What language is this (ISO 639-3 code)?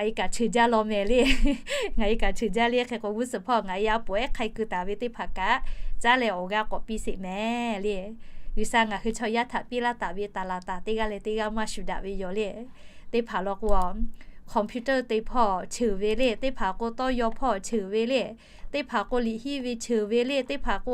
lhu